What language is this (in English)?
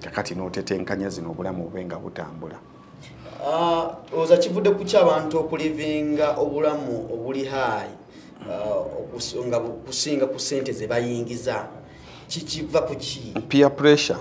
Ganda